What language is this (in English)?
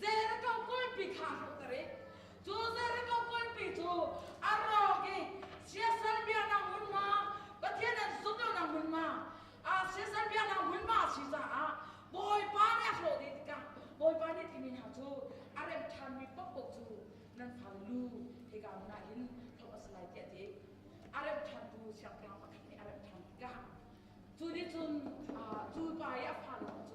Hakha Chin